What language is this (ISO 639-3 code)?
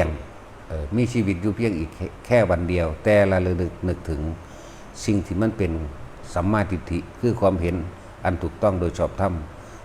lao